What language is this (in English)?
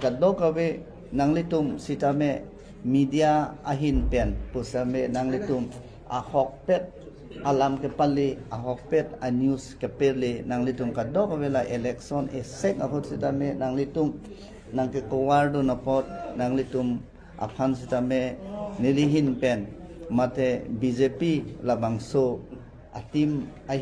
Karbi